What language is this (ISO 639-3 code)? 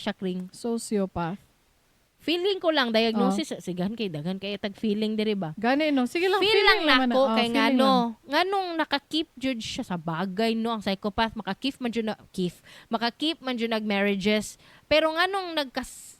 ceb